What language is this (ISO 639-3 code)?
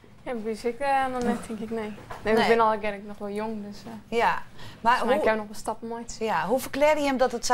fry